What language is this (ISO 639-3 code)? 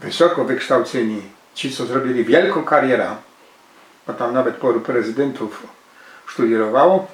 szl